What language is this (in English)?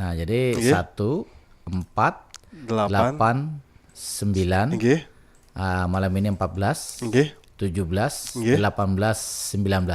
Banjar